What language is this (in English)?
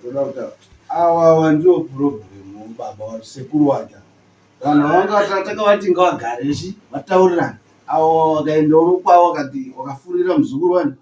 Shona